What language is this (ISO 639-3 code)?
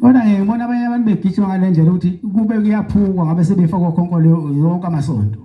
zul